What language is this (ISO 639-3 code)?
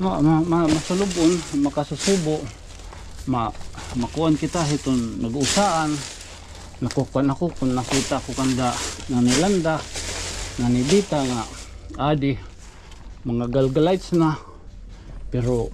war